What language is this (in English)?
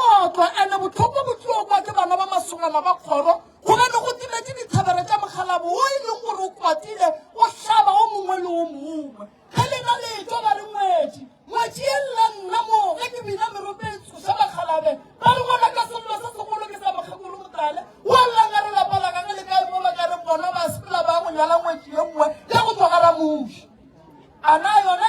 Northern Sotho